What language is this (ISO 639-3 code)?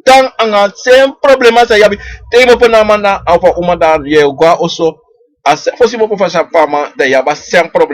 srn